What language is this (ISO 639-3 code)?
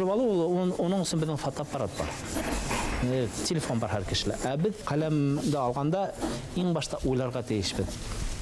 bak